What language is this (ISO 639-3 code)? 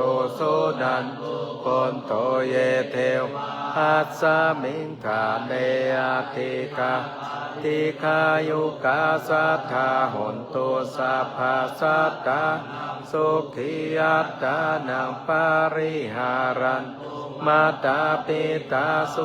pli